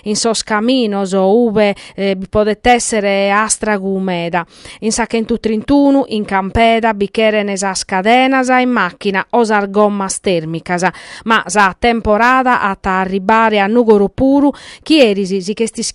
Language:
Sardinian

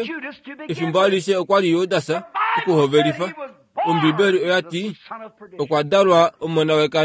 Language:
Kuanyama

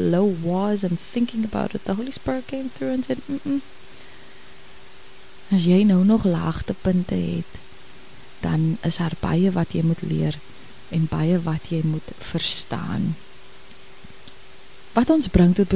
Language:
Afrikaans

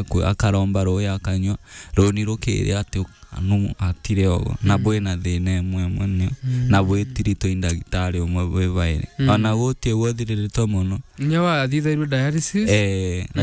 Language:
Meru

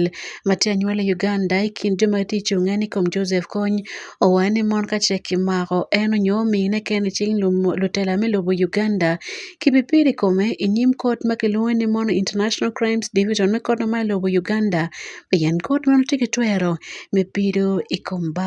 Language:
Acoli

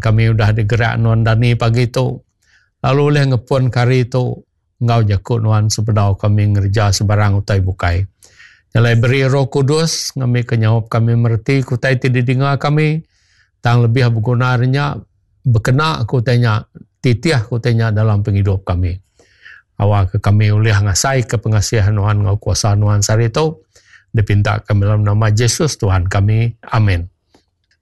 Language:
Iban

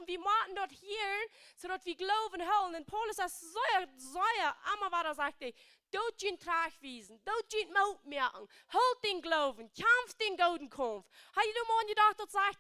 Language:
Plautdietsch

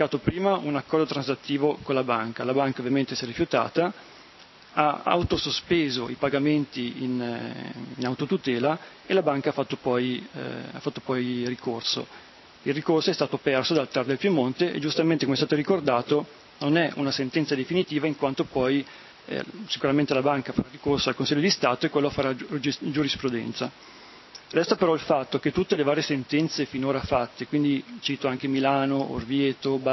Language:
Italian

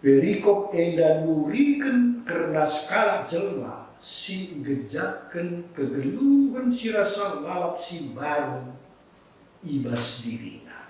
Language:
Batak Karo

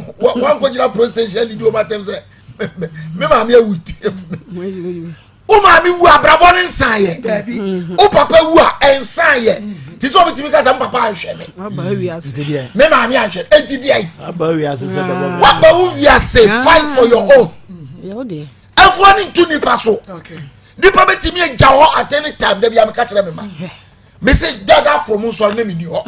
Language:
Akan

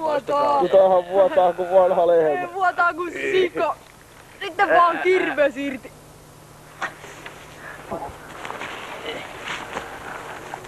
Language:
Finnish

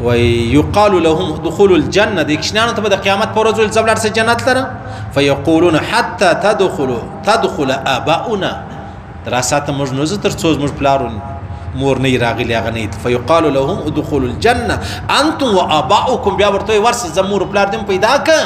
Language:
Pashto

